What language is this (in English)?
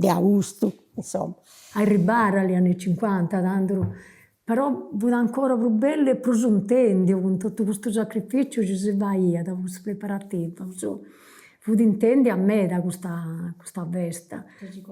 Sardinian